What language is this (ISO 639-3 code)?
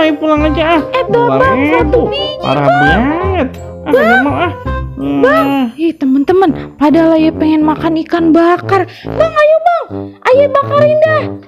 bew